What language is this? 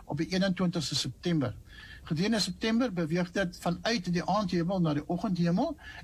Afrikaans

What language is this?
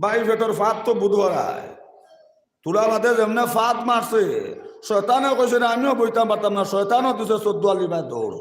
Sylheti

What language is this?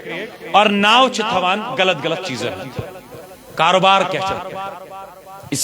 Kashmiri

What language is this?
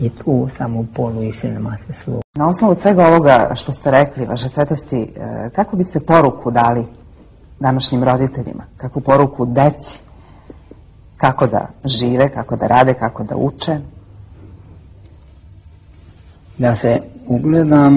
Serbian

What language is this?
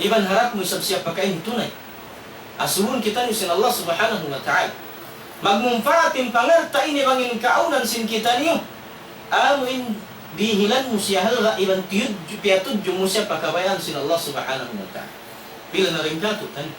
Tausug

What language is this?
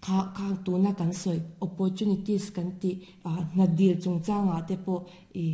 Mizo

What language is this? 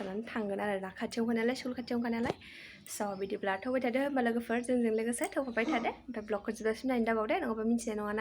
Bodo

